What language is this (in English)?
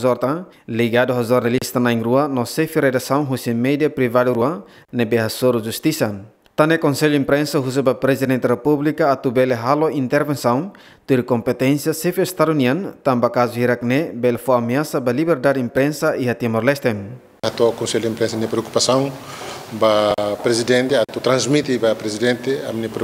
Tetum